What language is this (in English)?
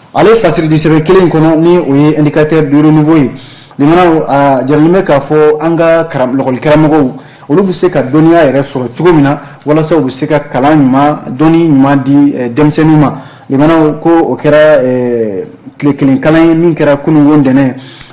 Bambara